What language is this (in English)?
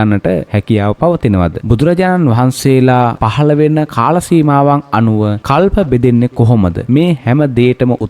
Sinhala